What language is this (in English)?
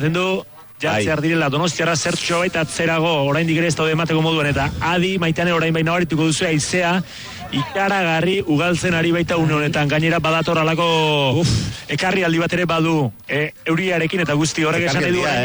Basque